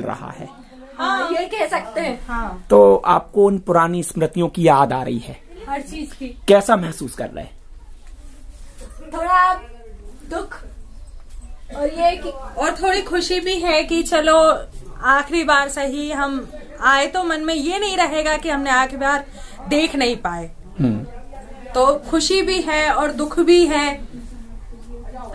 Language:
Hindi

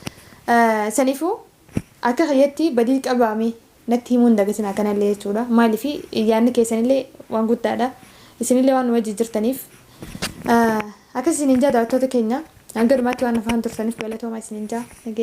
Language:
Oromo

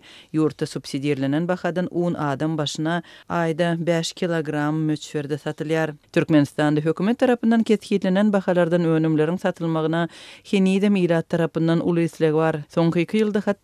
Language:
Turkmen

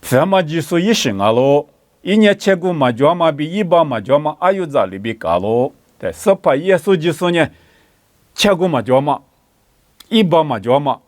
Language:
Lisu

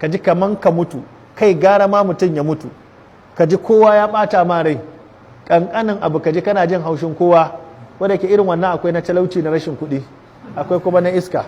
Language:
Hausa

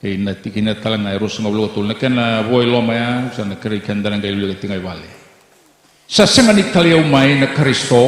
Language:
Fijian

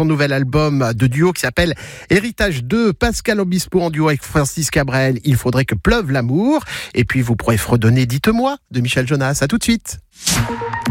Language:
French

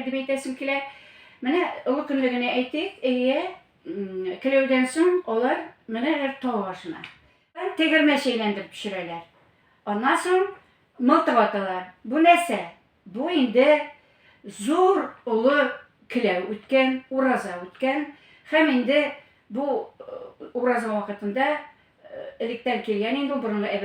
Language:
Tatar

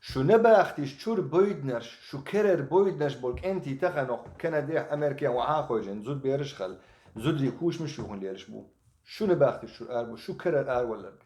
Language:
Chechen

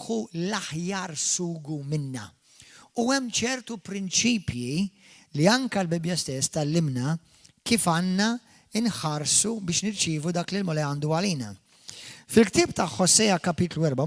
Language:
Maltese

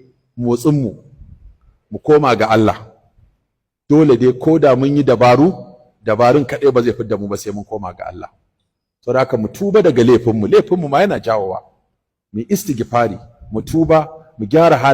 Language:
Hausa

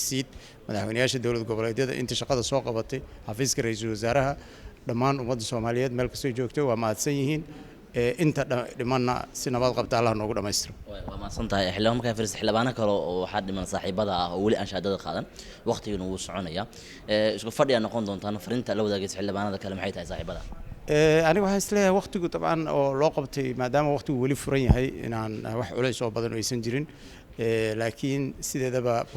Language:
Somali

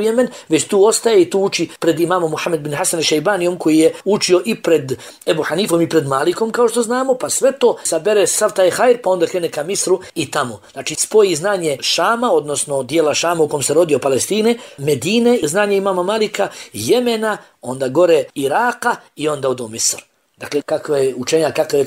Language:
Bosnian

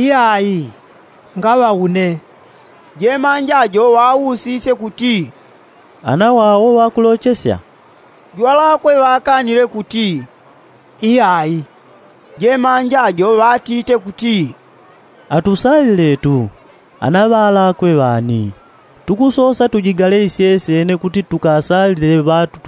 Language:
Yao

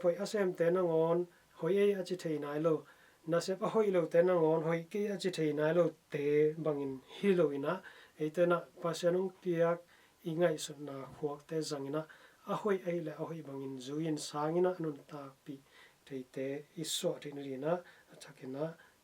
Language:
Tedim Chin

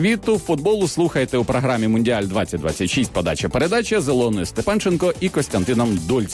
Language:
Ukrainian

